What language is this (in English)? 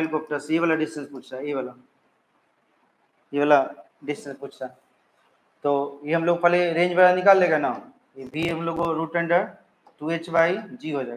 Hindi